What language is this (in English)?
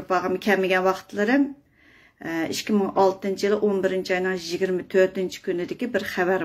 Uyghur